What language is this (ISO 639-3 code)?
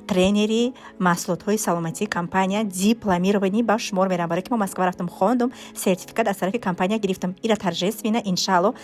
tgk